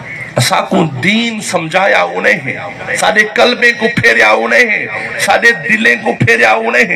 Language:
Saraiki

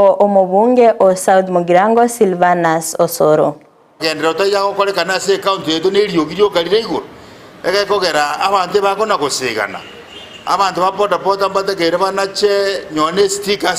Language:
Gusii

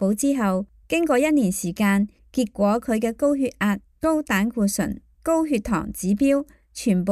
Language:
Cantonese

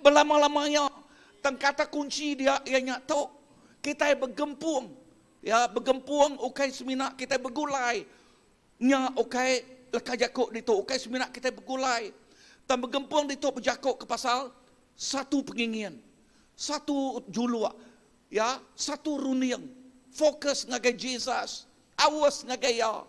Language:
Iban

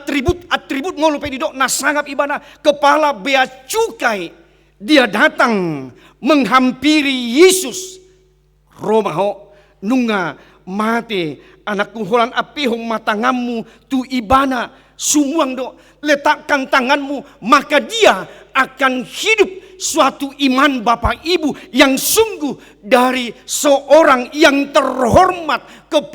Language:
Batak Toba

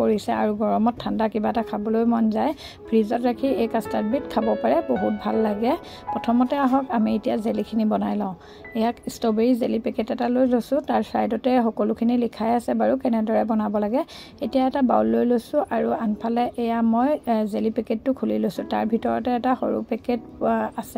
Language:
Assamese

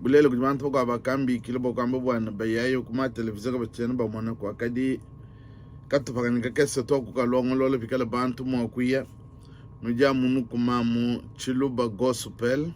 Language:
Luba-Lulua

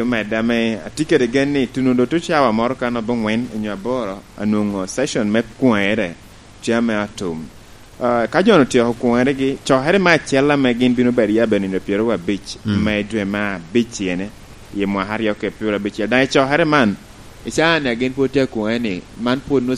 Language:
Lango (Uganda)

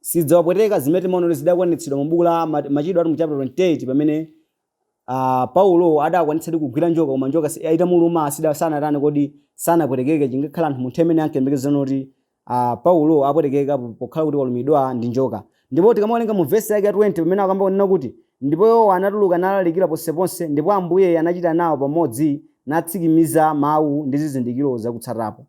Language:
Nyanja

